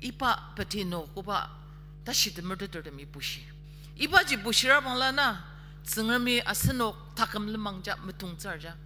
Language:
Ao Naga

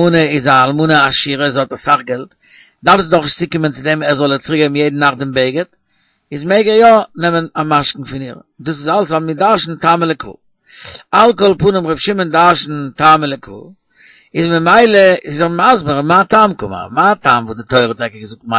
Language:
Yiddish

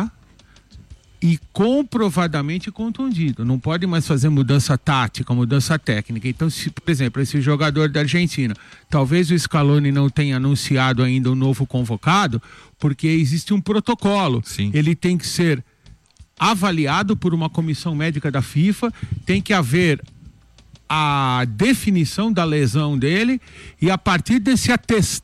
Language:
Portuguese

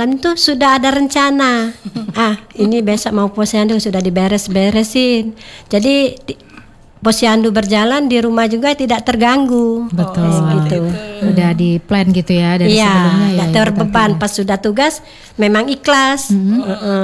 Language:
Indonesian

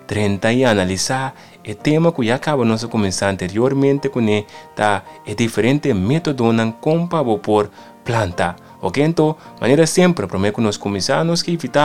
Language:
Papiamento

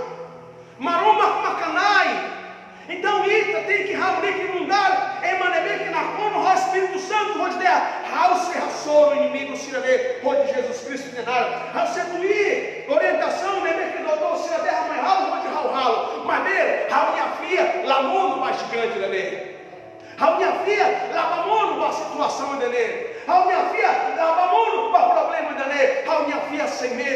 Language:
Tetum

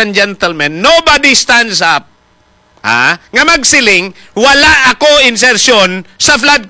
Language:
Hiligaynon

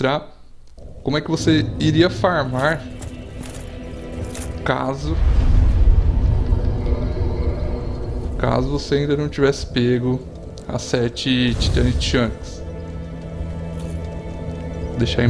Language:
Portuguese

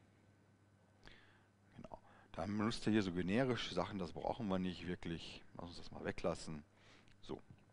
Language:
German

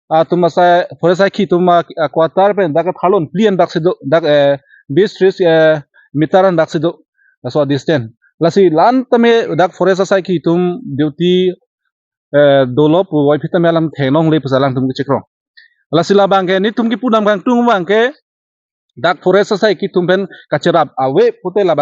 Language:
Karbi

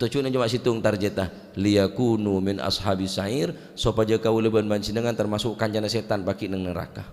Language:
Madurese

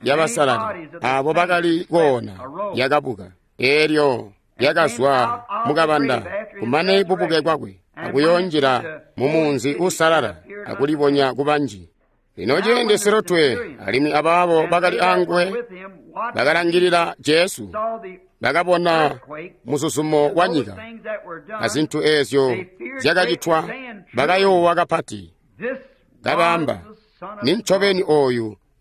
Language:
Tonga (Zambia)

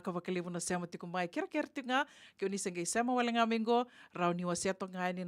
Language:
Fijian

